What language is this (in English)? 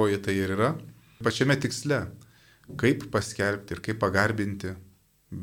Lithuanian